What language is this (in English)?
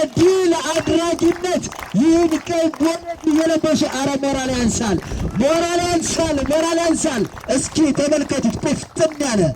Amharic